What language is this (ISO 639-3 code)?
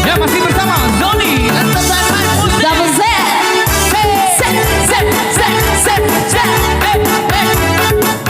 min